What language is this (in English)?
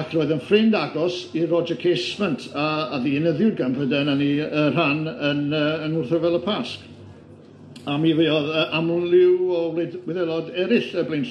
Welsh